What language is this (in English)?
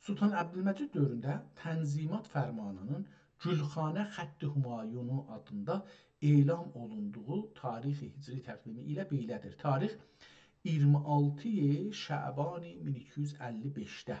South Azerbaijani